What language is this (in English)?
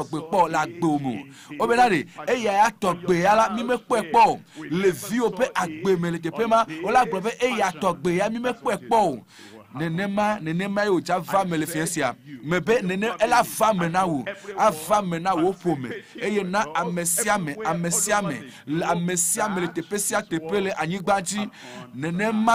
Ewe